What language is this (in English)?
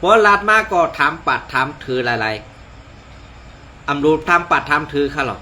Shan